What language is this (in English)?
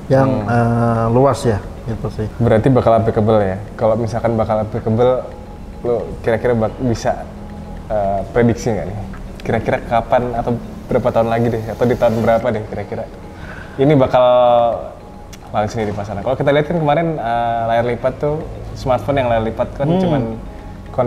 Indonesian